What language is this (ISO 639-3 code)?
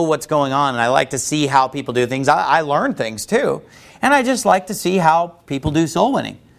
eng